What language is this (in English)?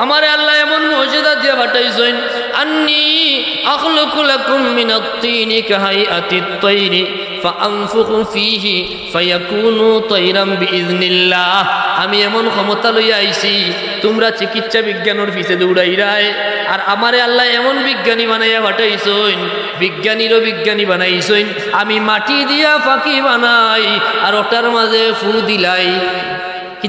Sylheti